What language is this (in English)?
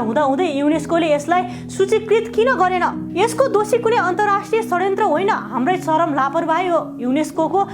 Nepali